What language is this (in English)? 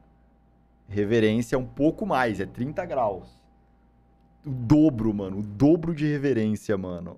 Portuguese